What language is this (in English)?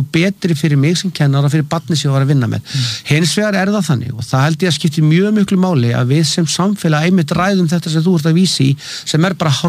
Icelandic